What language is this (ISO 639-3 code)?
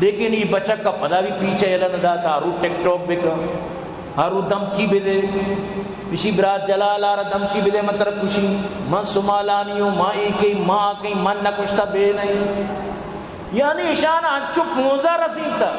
bal